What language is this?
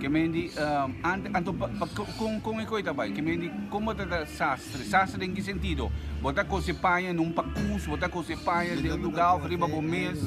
Papiamento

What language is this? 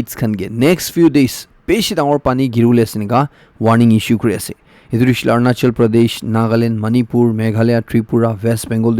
Naga Pidgin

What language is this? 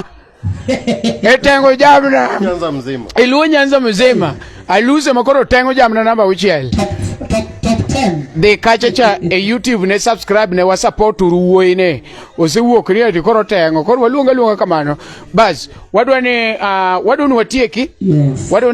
Luo (Kenya and Tanzania)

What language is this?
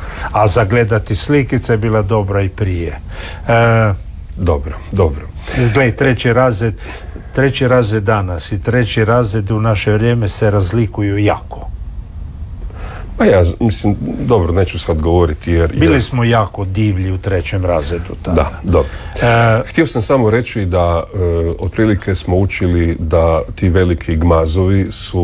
Croatian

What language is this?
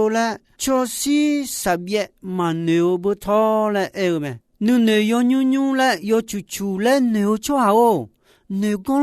Akha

